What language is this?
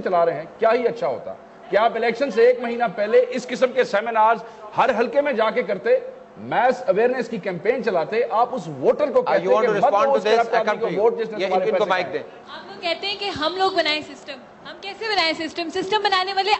Urdu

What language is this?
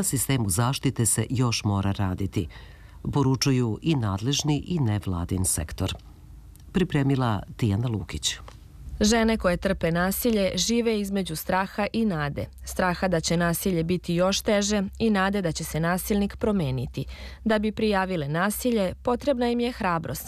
Serbian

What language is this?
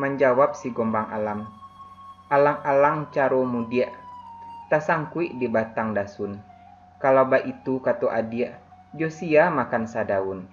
Minangkabau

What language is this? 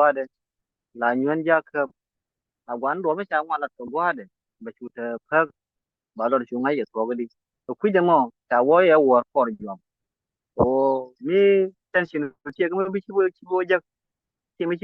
Nuer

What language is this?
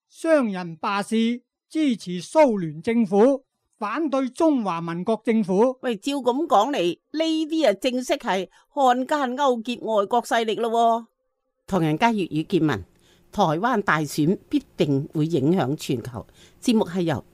Cantonese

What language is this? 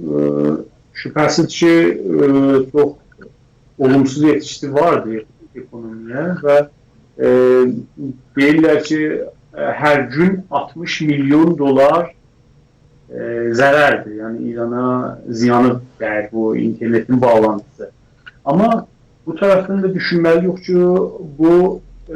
South Azerbaijani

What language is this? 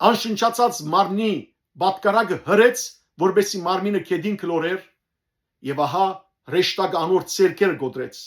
Western Armenian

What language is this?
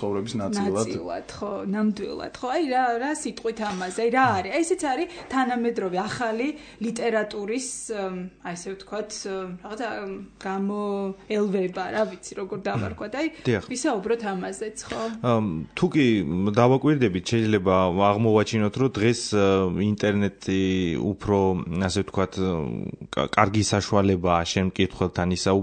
Georgian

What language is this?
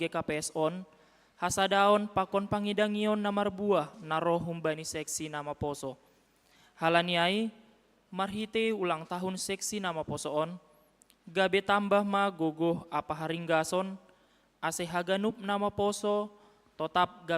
Batak Simalungun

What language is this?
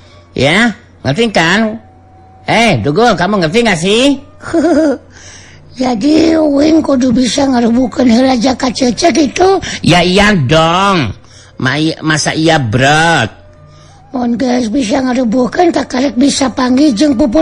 Sundanese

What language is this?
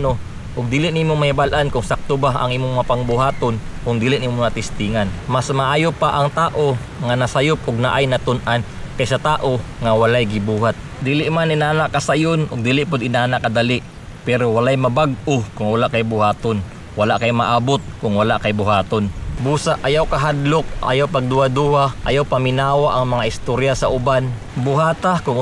Cebuano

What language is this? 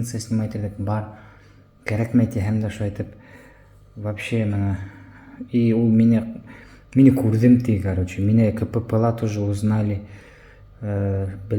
Bashkir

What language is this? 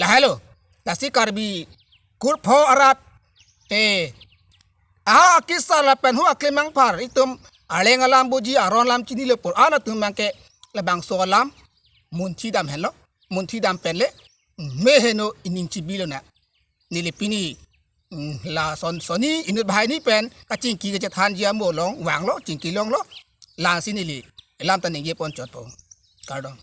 Karbi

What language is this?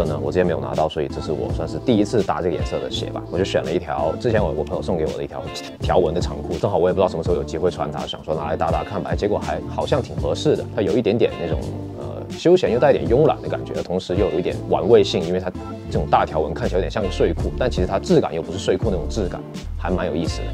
Chinese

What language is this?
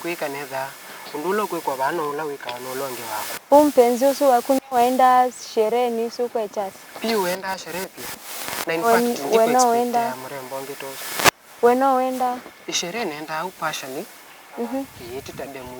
Kamba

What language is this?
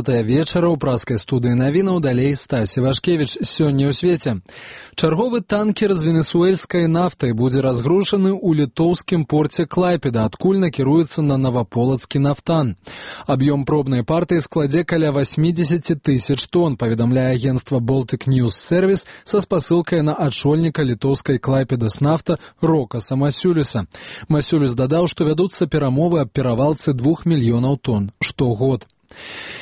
Belarusian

